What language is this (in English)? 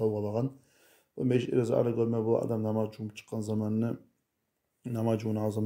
Kumyk